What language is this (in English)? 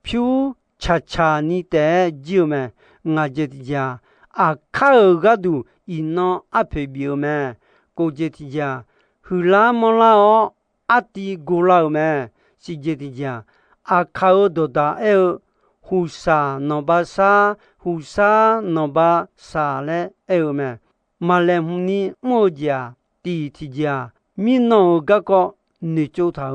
Akha